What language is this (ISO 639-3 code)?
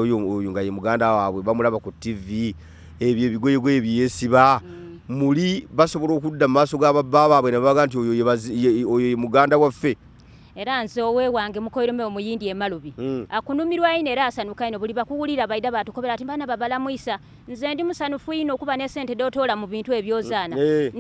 lug